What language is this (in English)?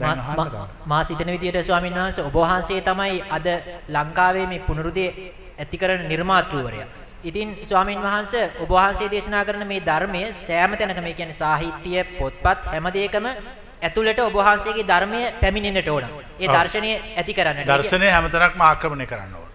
Sinhala